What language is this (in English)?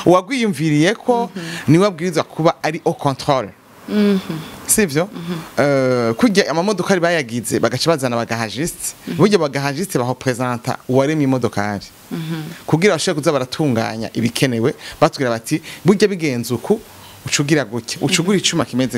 Rundi